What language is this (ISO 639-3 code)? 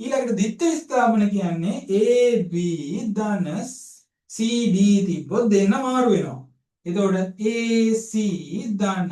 sin